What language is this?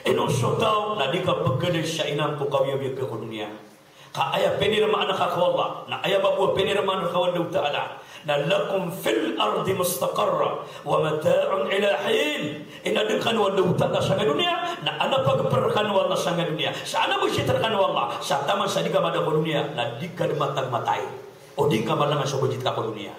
Maranao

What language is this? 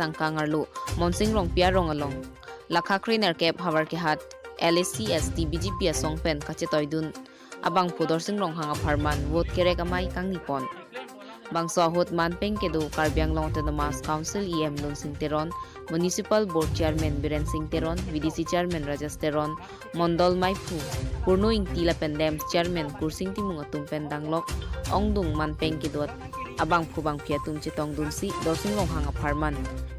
Karbi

